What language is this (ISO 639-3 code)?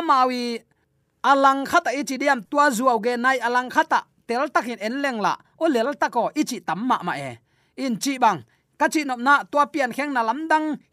ctd